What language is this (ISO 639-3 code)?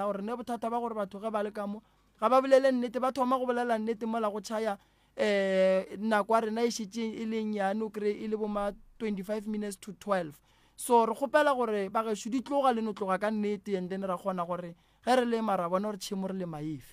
nso